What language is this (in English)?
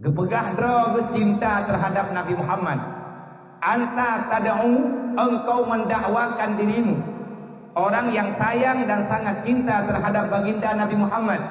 Achinese